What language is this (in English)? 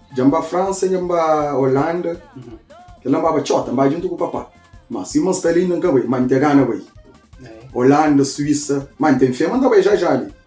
Kabuverdianu